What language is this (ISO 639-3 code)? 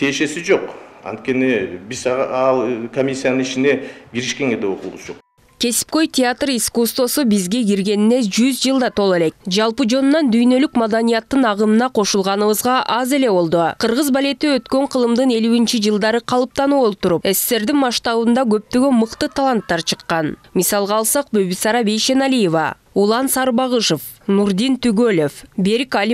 kir